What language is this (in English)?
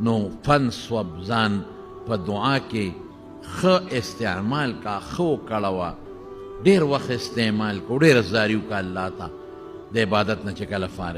Pashto